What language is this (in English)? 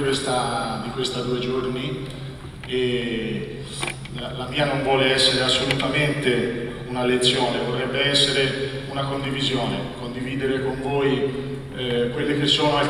Italian